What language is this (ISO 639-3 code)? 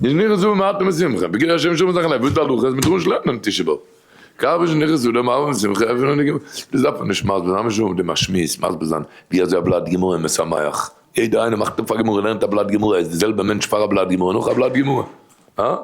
yid